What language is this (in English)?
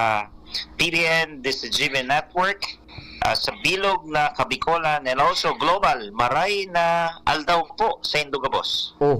Bikol